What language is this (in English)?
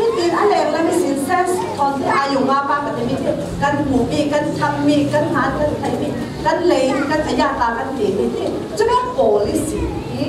Falam Chin